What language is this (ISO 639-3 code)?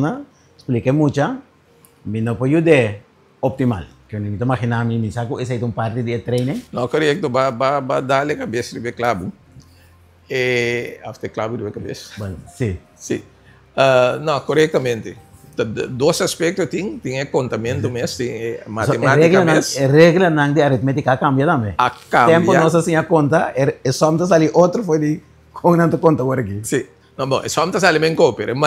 pap